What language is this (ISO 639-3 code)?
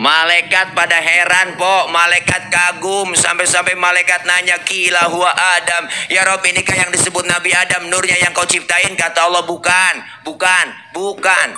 bew